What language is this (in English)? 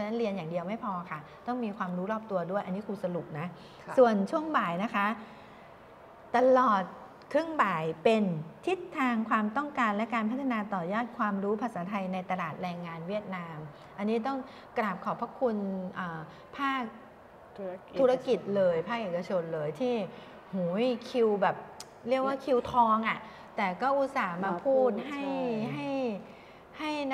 Thai